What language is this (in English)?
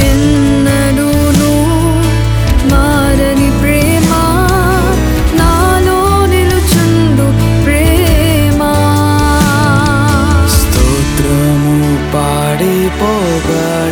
Telugu